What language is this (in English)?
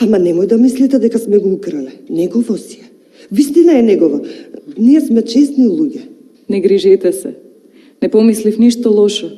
Macedonian